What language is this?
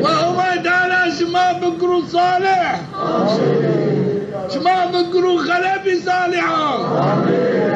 Zaza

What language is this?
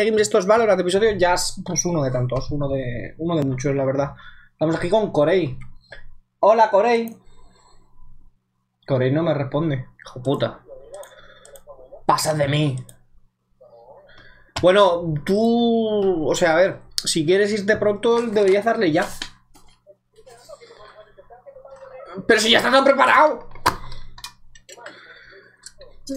Spanish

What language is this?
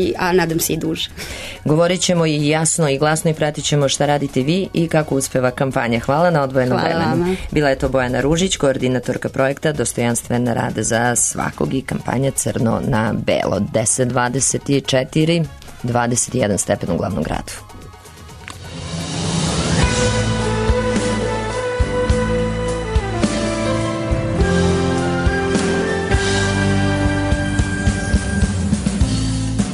Serbian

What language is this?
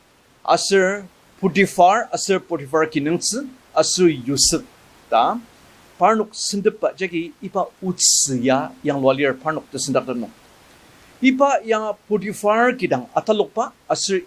Ao Naga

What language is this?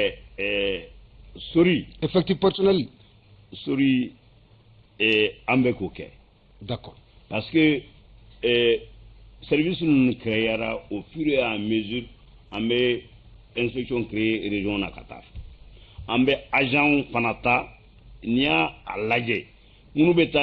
Bambara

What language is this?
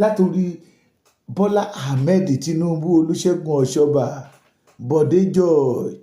Yoruba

